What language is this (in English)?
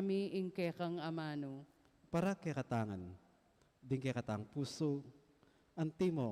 Pampanga